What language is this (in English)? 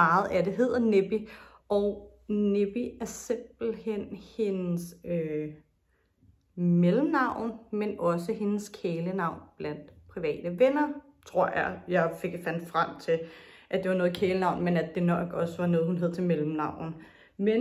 Danish